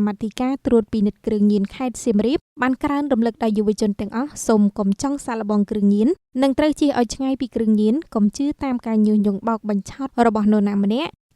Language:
Khmer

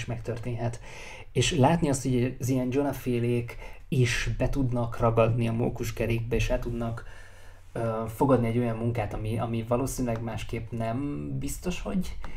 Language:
Hungarian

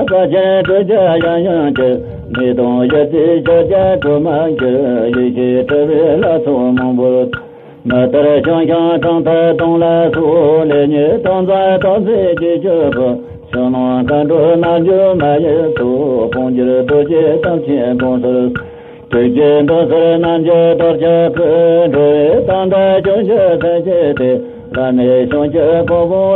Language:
Tibetan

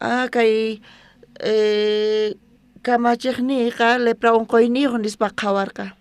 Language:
South Bolivian Quechua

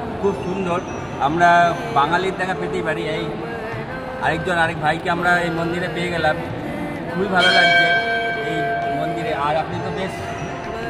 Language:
Bangla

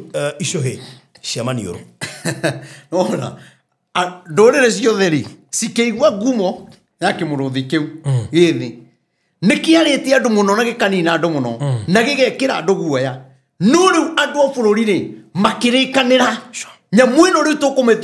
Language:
Kikuyu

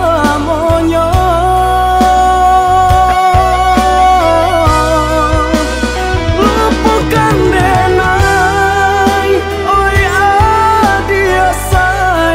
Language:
Minangkabau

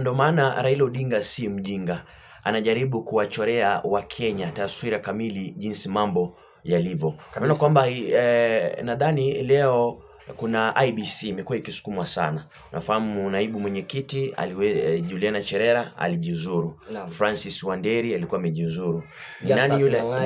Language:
Swahili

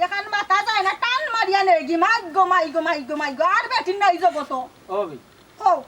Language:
Sylheti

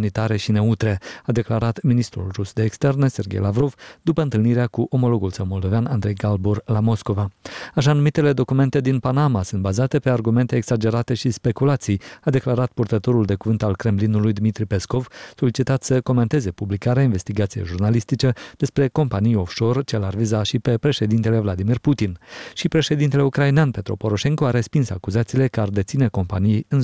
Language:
Romanian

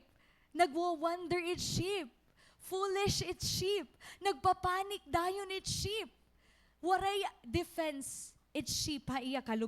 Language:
Waray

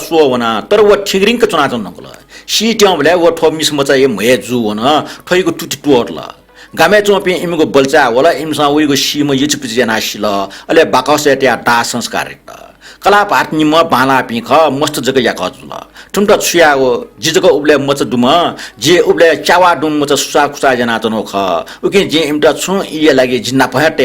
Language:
Newari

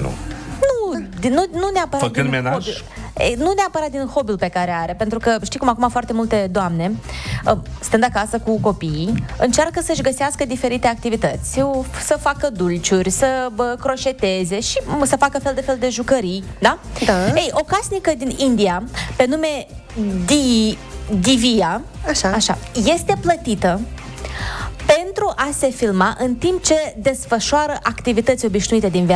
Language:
Romanian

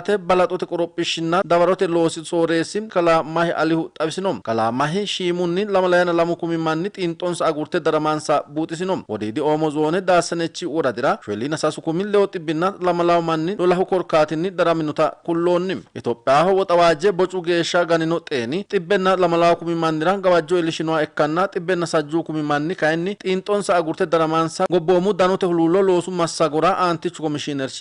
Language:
Sidamo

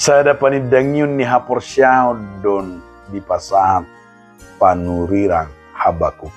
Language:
Batak Toba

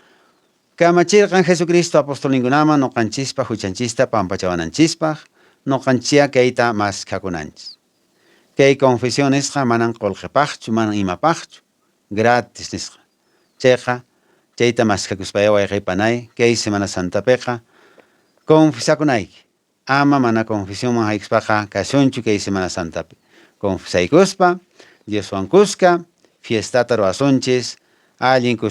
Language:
Quechua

